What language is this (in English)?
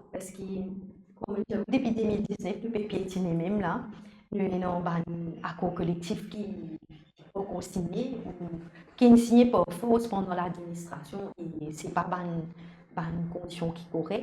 Morisyen